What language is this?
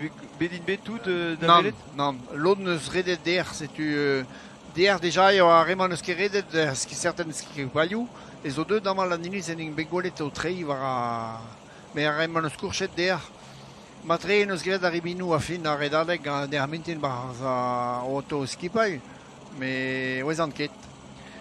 Breton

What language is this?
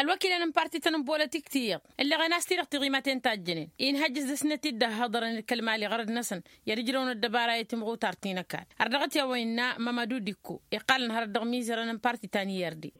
Tamasheq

